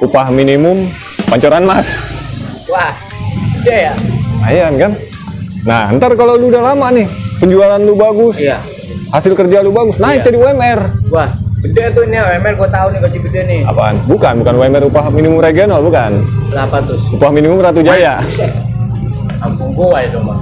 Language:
Betawi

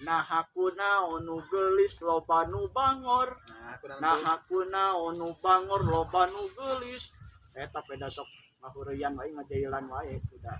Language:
Sundanese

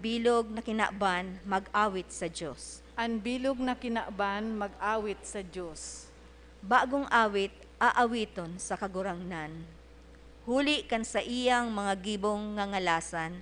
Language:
Bikol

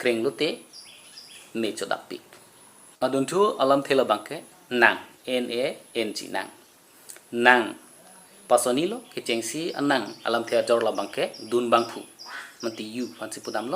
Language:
Karbi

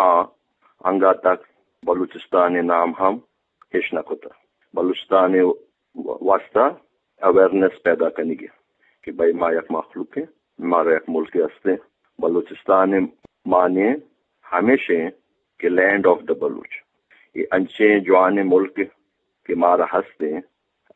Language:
Eastern Balochi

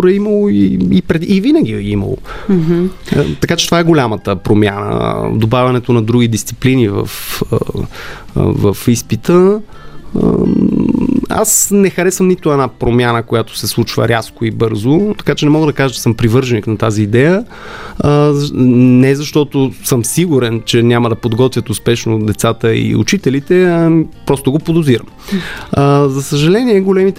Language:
Bulgarian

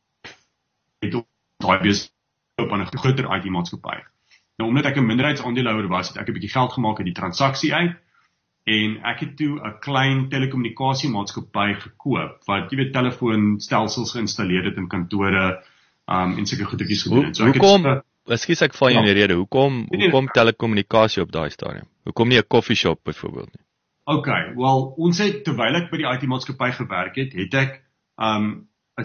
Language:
Afrikaans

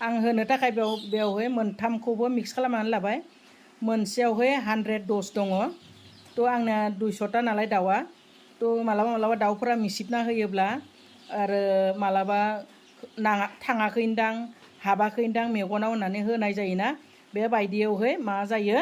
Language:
Bodo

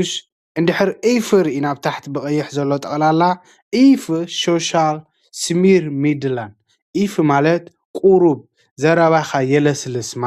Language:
Tigrinya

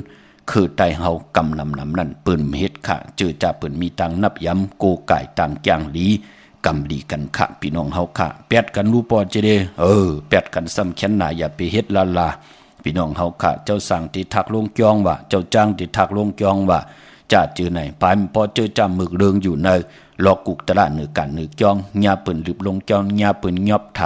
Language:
Shan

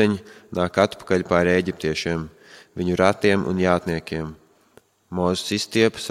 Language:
Latvian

